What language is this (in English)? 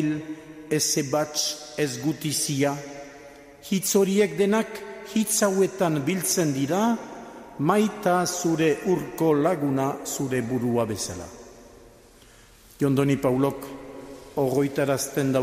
Basque